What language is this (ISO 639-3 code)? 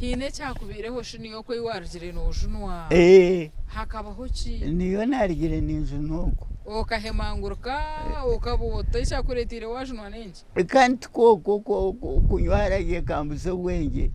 nyn